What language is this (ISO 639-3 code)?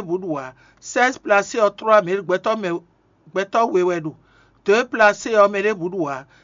fon